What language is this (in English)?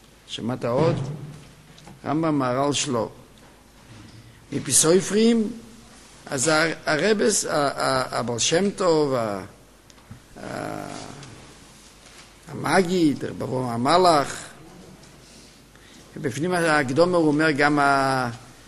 Hebrew